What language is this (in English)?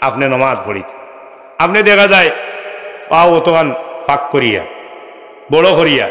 Sylheti